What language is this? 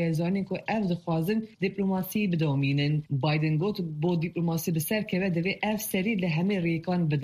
Kurdish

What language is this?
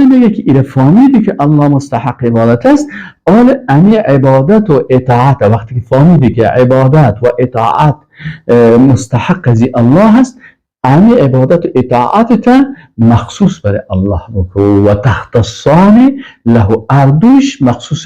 Persian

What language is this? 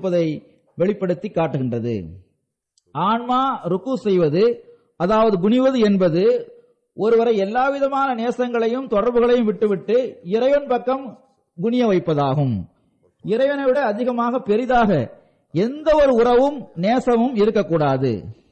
Tamil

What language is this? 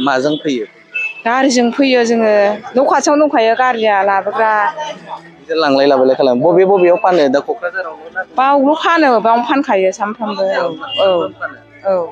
Bodo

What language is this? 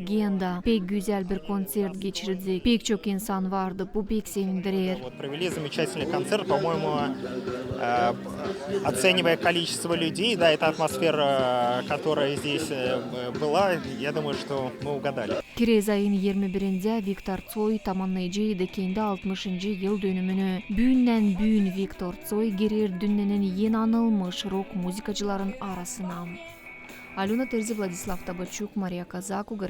Gagauz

